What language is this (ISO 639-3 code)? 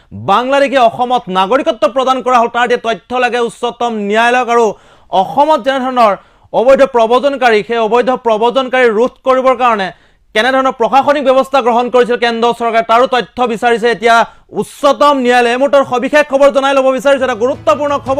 asm